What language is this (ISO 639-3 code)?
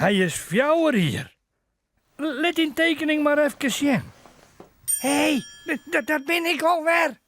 fry